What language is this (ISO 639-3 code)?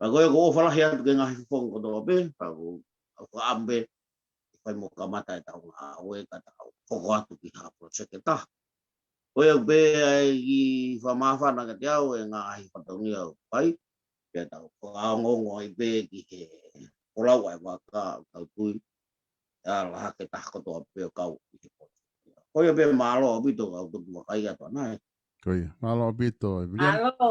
ton